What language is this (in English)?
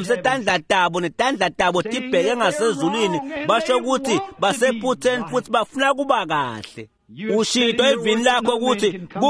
Swati